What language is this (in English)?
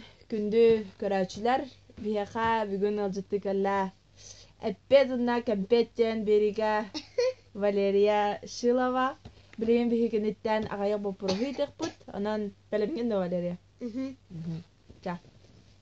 Yakut